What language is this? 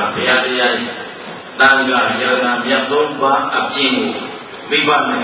Burmese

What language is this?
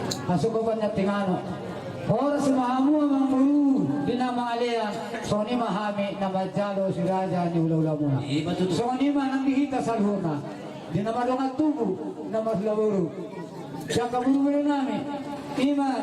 Batak Toba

